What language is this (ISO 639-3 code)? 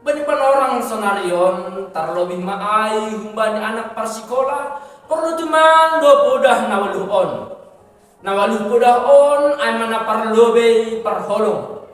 bts